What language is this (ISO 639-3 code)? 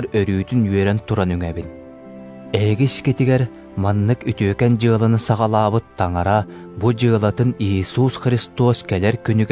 sah